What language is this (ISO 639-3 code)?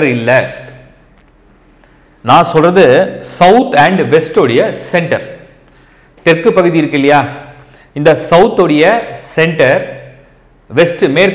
tam